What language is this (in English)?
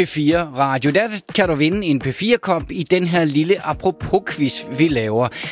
Danish